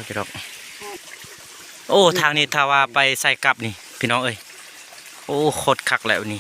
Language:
Lao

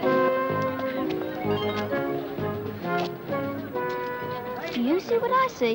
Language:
English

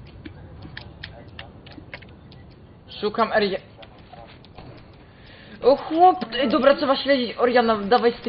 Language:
Polish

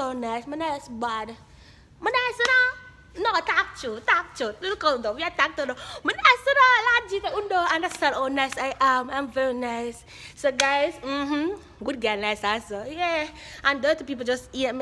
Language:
Jamaican Creole English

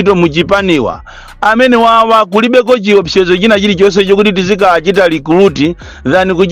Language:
Nyanja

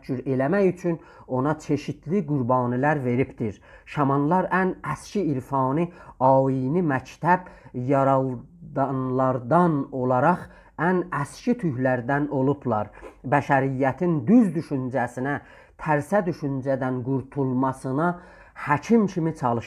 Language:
South Azerbaijani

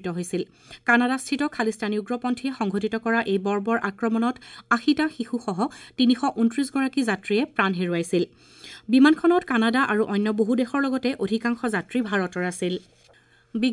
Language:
Assamese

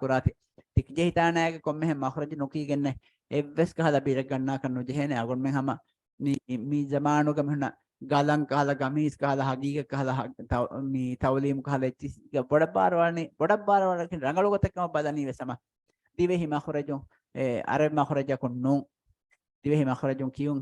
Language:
Divehi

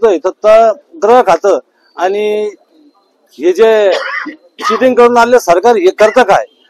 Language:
Marathi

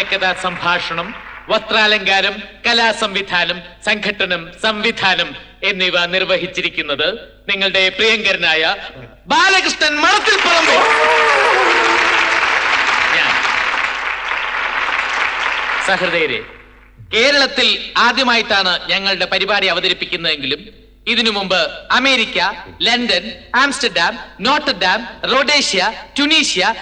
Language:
Malayalam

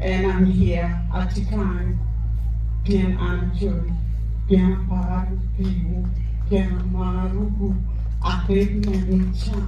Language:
Acoli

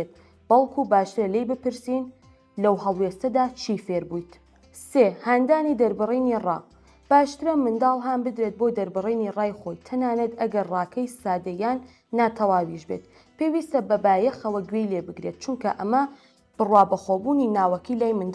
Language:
Central Kurdish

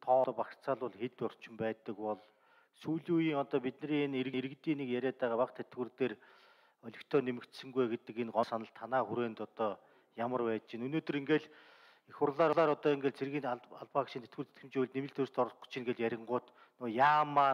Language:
Mongolian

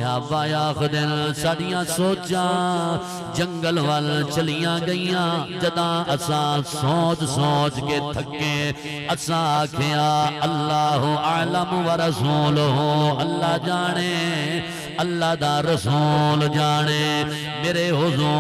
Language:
Saraiki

